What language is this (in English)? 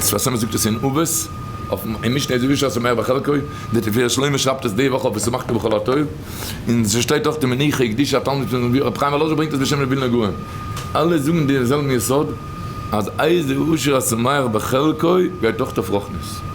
Yiddish